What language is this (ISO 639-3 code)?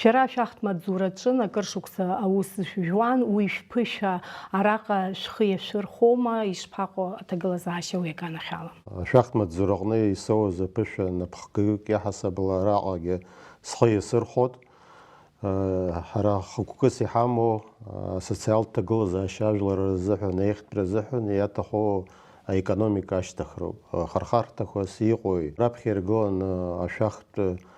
abk